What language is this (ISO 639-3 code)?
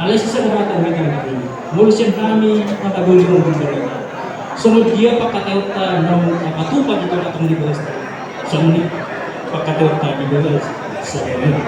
bbc